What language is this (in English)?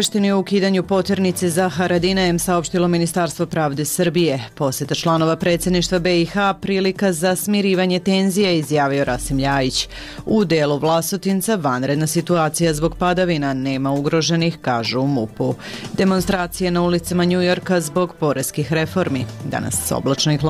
Serbian